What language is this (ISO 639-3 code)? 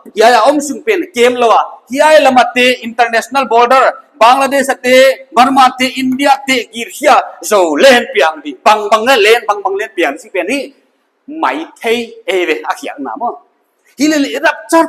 pck